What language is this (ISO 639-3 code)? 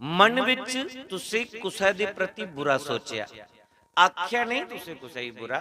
doi